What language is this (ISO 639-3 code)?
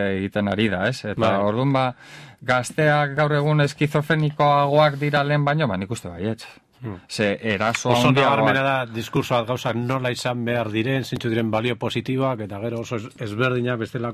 eus